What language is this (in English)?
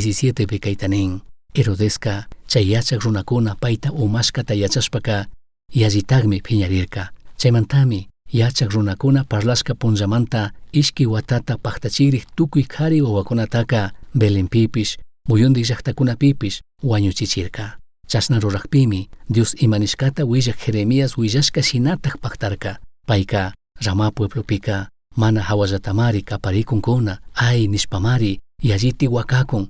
Chimborazo Highland Quichua